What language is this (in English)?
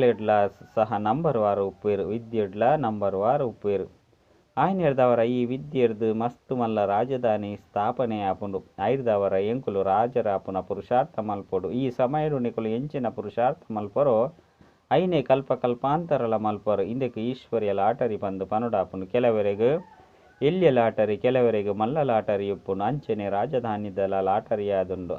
Tulu